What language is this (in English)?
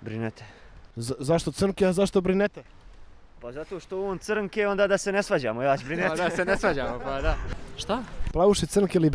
Bosnian